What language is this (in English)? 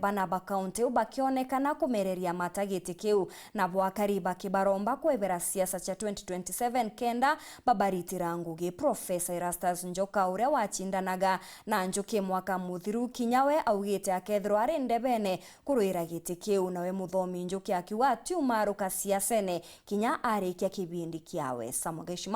Meru